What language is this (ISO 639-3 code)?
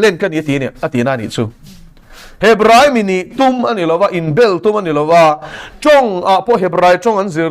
lus